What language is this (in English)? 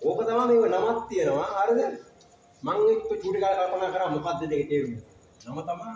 Sinhala